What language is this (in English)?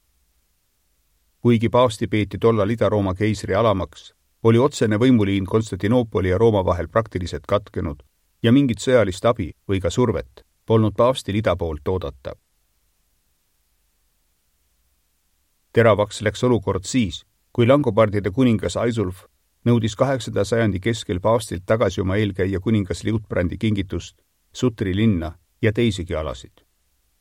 Estonian